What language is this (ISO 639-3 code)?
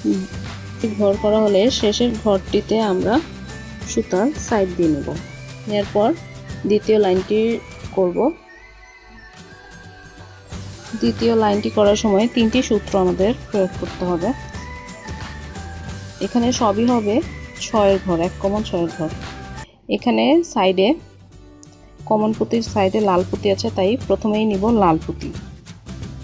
ben